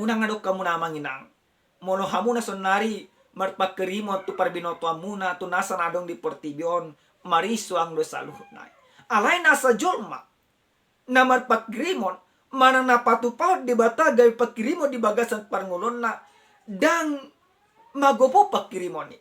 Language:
Batak Toba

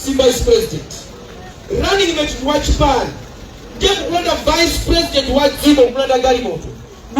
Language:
Nyanja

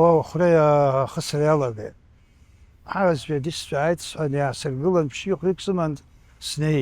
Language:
Abkhazian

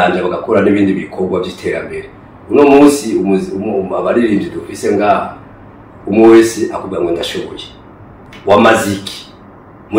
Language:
Rundi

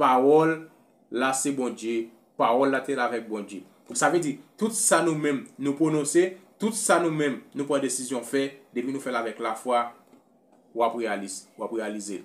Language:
Haitian Creole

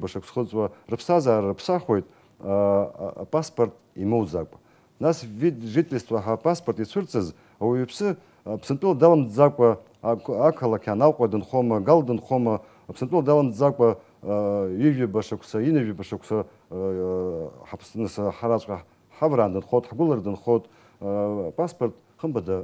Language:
Abkhazian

